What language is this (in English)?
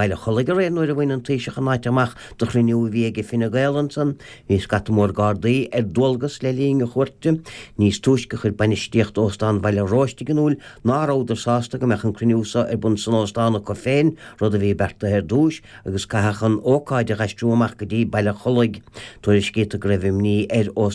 Irish